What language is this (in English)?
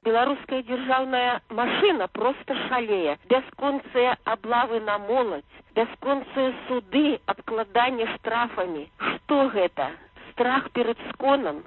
Belarusian